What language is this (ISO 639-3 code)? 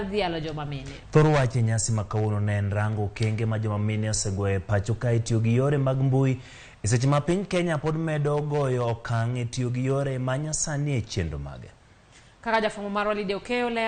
luo